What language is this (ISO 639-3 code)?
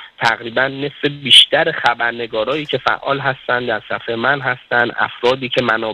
fas